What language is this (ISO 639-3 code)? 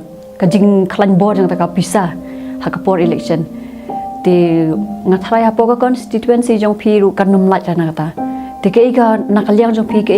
kha